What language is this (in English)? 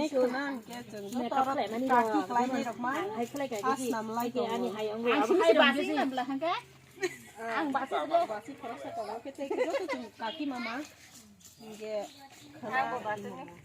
Kok Borok